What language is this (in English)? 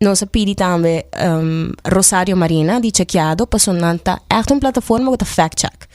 Papiamento